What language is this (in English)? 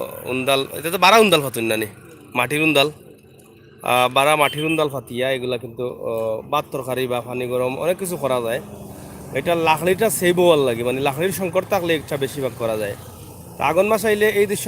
Sylheti